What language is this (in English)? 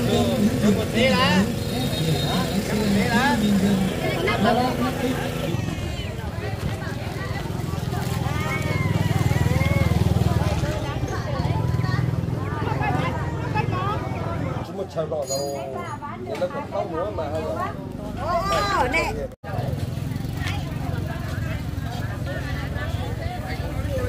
Vietnamese